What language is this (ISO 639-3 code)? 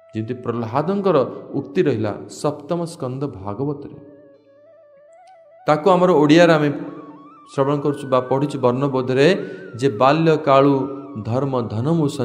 ori